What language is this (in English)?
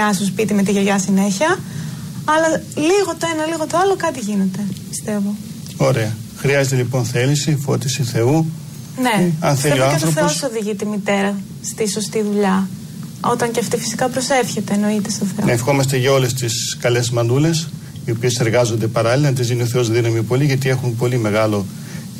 Greek